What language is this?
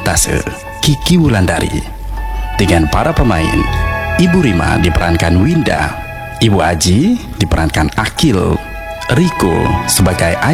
Indonesian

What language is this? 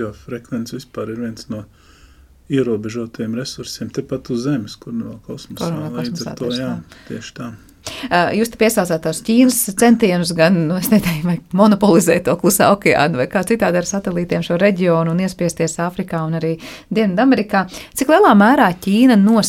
Latvian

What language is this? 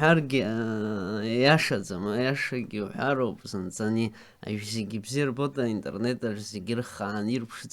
Abkhazian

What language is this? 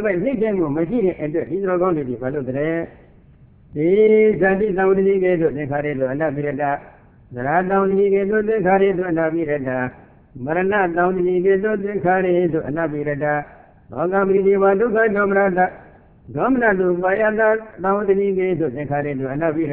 Burmese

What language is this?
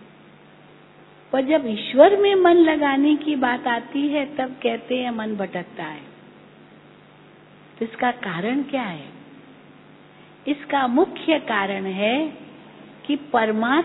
Hindi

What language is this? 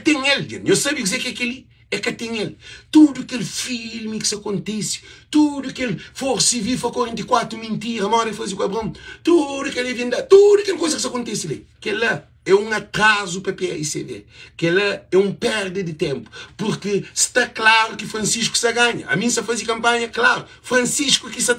Kabuverdianu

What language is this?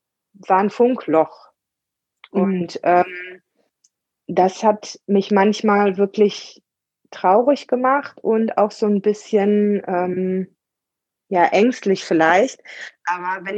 German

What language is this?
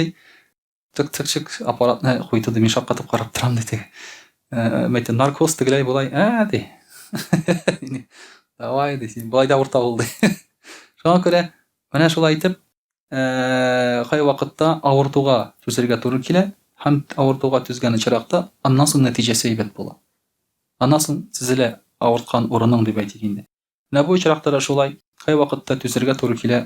Tatar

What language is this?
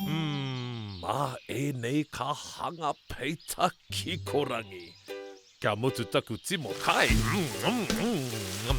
Māori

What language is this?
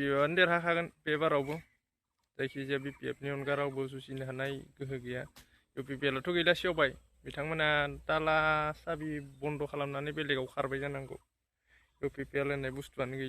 Bodo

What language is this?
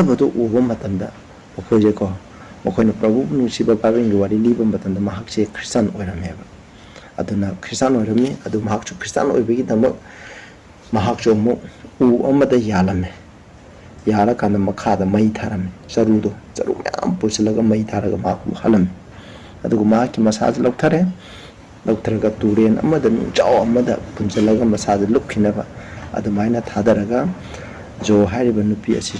Manipuri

